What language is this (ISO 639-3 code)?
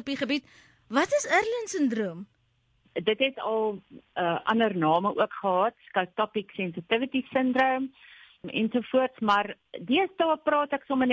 afr